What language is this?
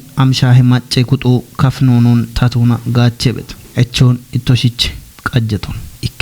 Kafa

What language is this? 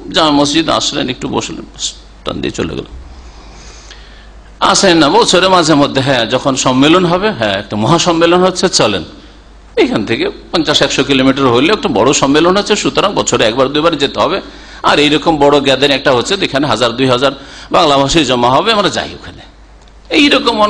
Bangla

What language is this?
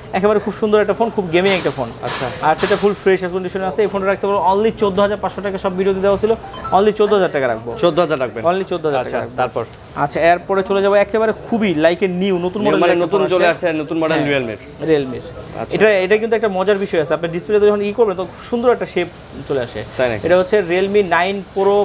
Bangla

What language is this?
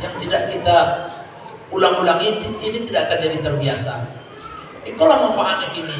Minangkabau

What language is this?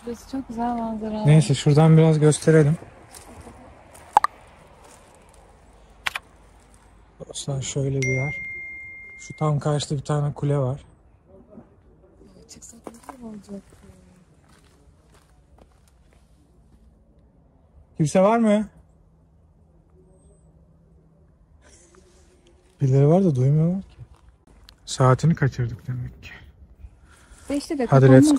Turkish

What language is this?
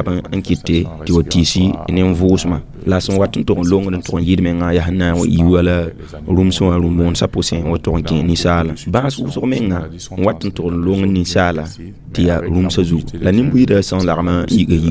Mossi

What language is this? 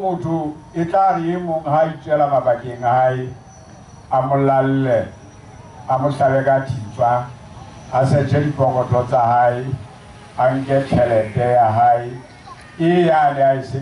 Southern Sotho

